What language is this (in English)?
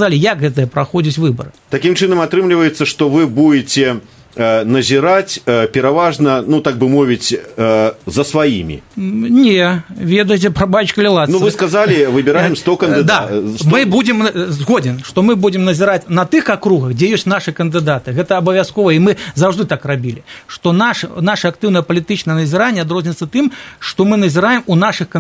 Belarusian